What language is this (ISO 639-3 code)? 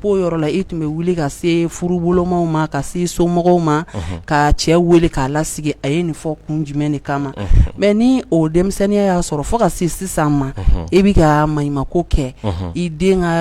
bam